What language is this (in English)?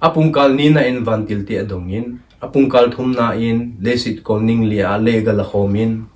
Thado Chin